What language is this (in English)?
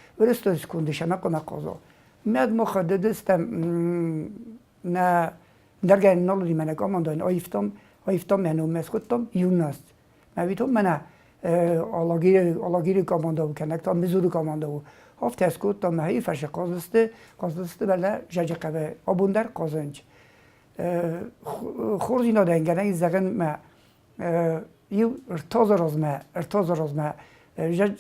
Ossetic